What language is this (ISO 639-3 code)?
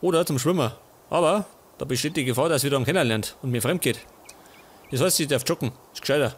bar